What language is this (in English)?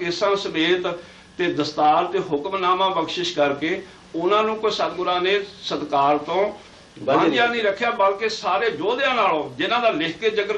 Punjabi